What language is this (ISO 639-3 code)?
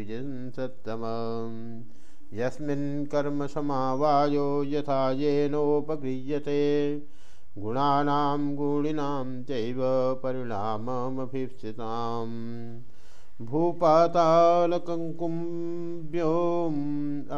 san